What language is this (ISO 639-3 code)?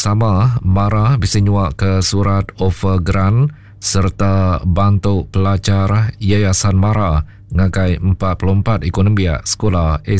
iba